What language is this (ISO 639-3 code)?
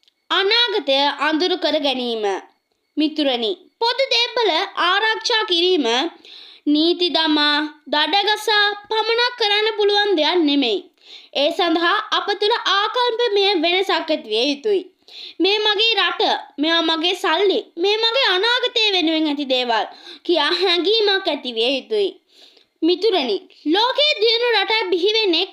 sin